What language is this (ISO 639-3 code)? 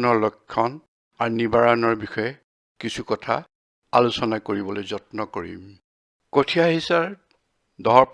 asm